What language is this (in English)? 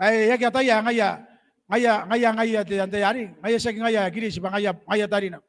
Gilbertese